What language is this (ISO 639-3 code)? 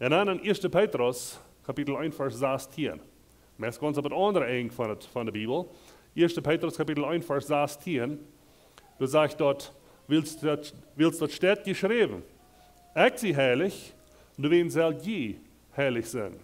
pdt